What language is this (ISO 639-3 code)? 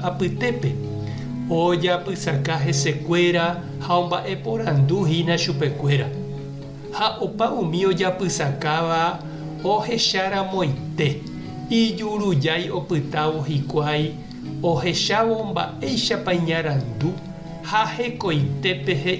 grn